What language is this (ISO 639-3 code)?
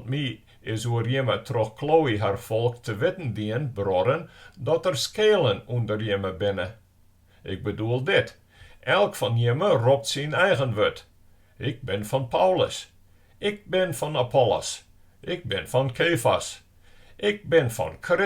fry